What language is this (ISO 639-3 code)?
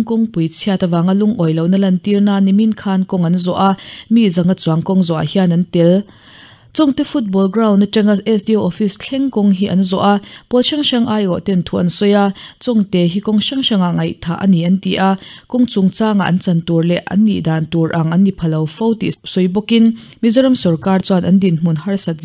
lus